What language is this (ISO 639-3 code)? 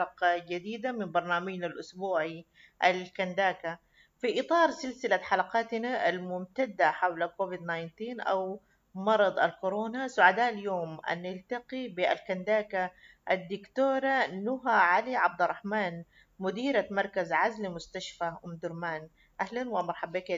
apd